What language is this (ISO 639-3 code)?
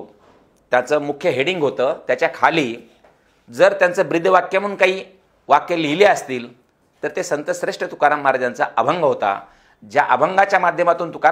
mar